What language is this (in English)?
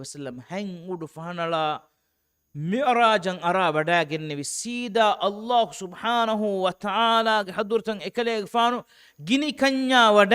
Divehi